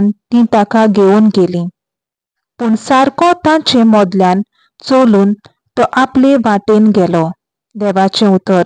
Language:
Konkani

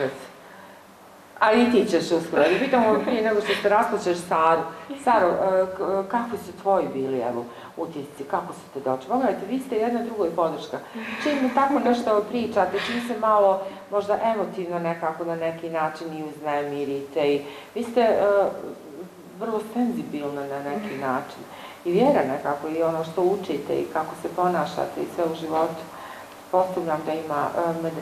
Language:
Bosnian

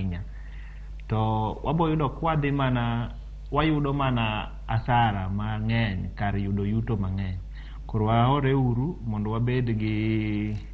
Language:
Luo (Kenya and Tanzania)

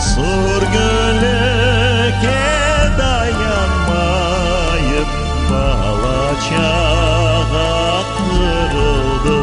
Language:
Crimean Tatar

